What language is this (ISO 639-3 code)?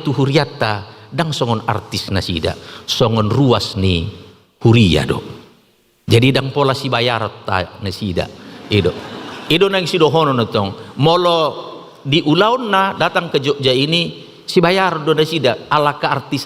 bbc